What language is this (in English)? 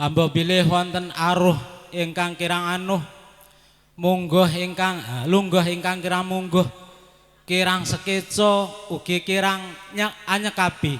Javanese